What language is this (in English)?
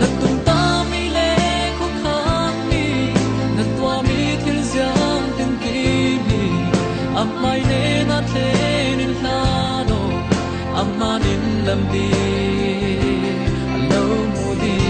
Falam Chin